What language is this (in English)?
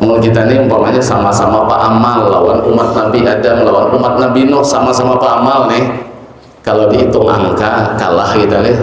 Banjar